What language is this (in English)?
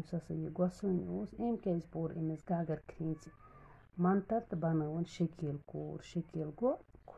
Kashmiri